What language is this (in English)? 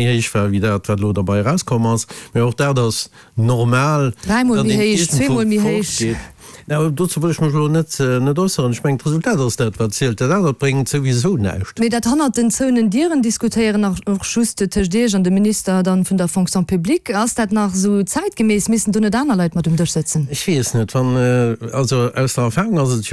Luxembourgish